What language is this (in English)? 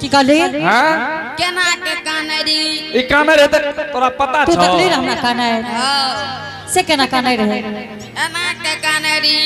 Angika